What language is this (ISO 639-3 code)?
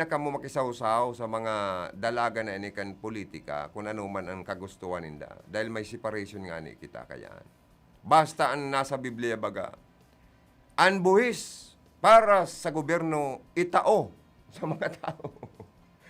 bik